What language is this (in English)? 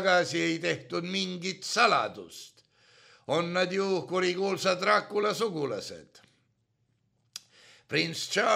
Estonian